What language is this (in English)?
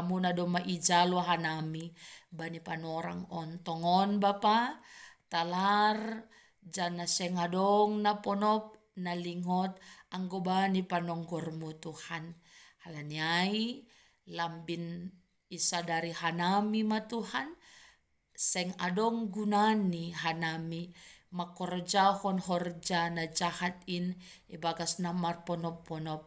Batak Simalungun